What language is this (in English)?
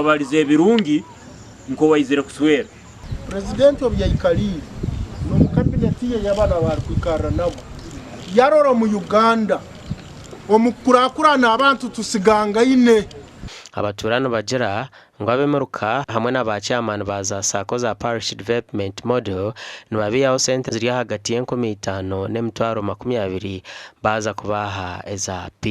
Nyankole